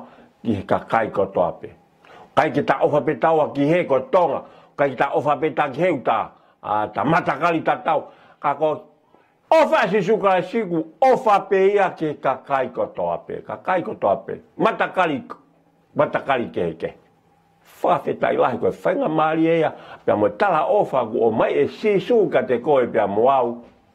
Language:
Tongan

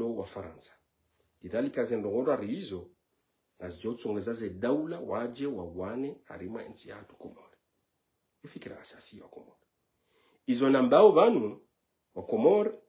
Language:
Ngazidja Comorian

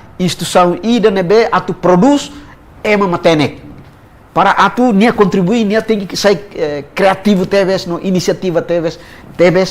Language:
Tetum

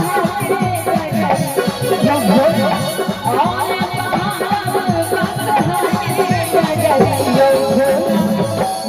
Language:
Maithili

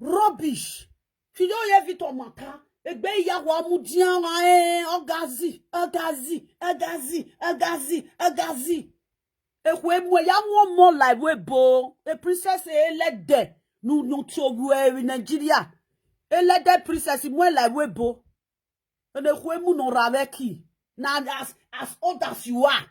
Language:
Nigerian Pidgin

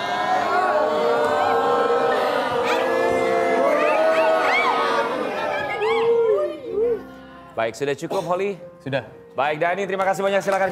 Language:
Indonesian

